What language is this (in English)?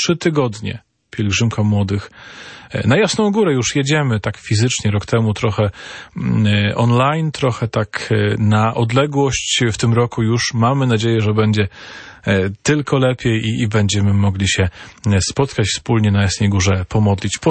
Polish